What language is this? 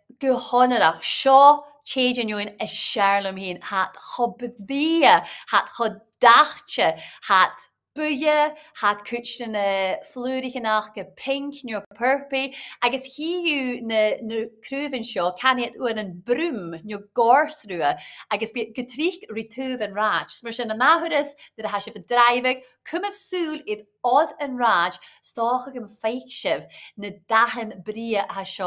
Scottish Gaelic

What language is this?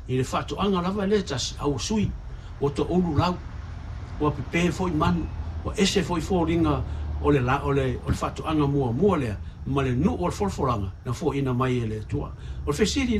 Samoan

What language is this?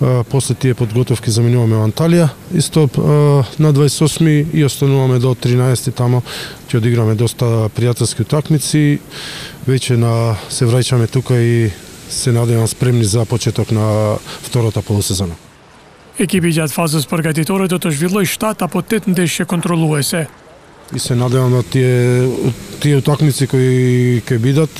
Macedonian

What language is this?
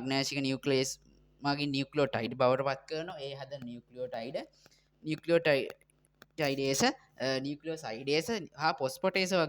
Sinhala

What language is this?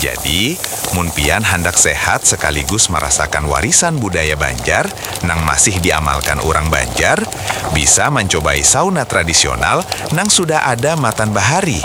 Banjar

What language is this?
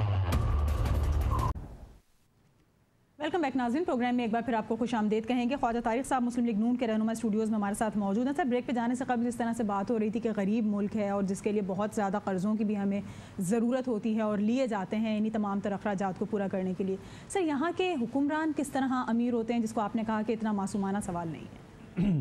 Urdu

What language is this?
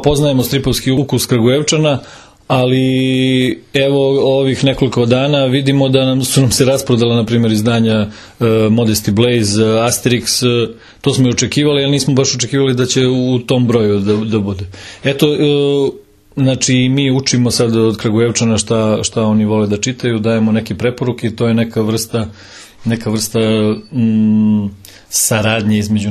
Serbian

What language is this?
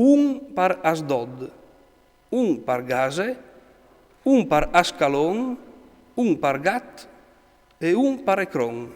Friulian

